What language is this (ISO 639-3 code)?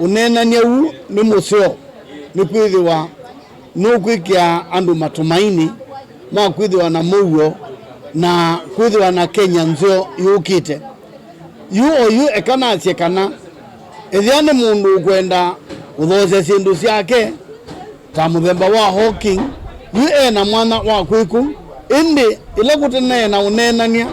kam